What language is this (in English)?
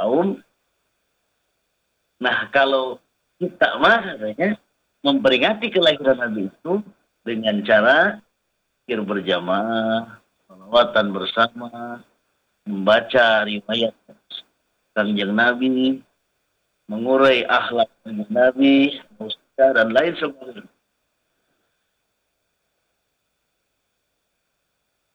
Indonesian